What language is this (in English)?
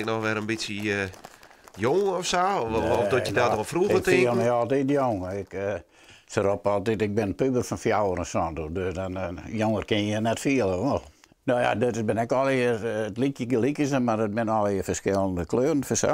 Western Frisian